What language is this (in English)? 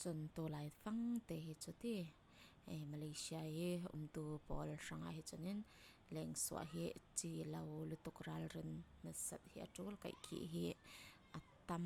Falam Chin